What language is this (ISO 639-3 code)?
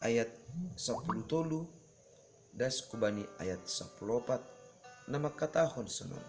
bts